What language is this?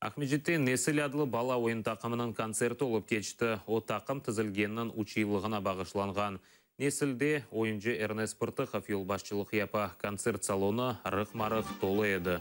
Crimean Tatar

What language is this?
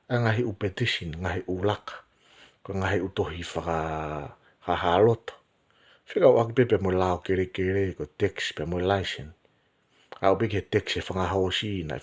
Tongan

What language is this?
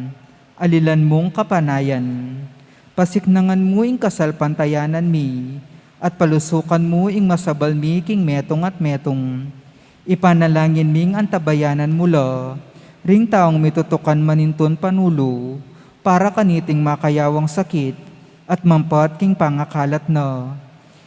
Pampanga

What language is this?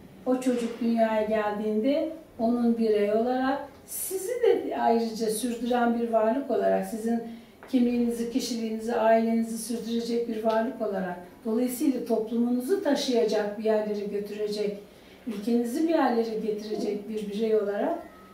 Turkish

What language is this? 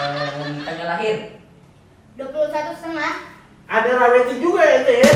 Betawi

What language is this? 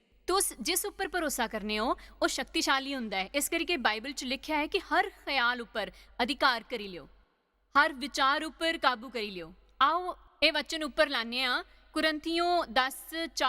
Dogri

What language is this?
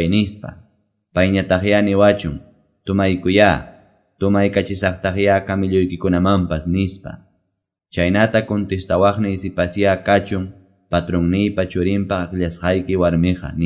Quechua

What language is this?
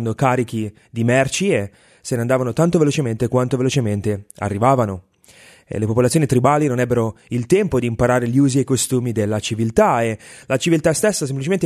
Italian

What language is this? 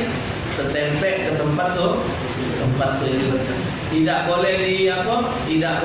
Musi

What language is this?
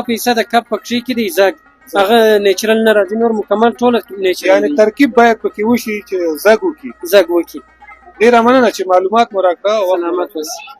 Pashto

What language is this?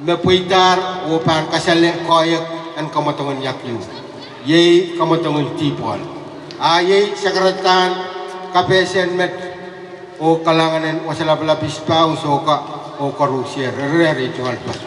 Pohnpeian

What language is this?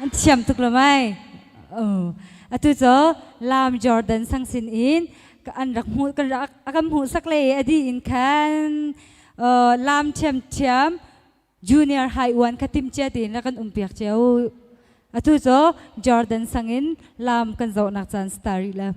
Hakha Chin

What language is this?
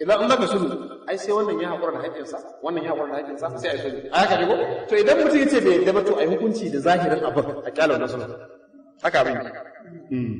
Hausa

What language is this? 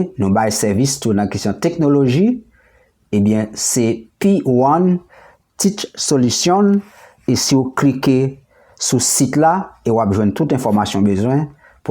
Haitian Creole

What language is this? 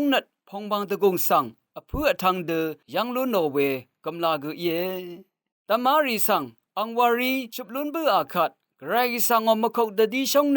Rawang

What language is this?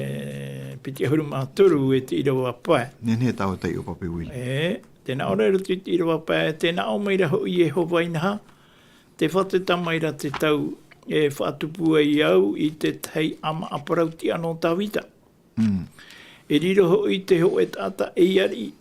Tahitian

